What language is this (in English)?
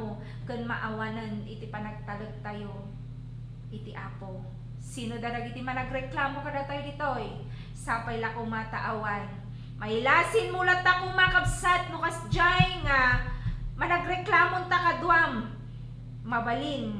Iloko